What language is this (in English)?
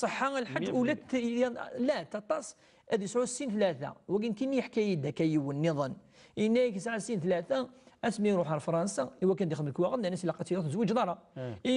Kabyle